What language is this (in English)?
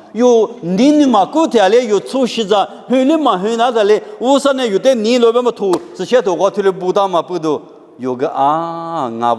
Lisu